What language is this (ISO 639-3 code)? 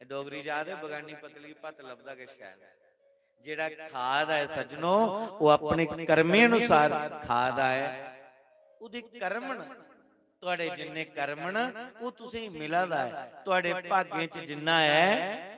doi